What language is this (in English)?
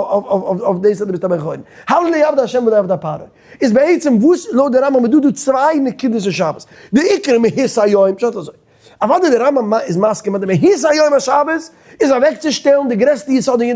Yiddish